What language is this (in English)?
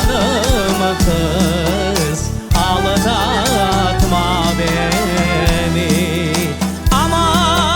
Crimean Tatar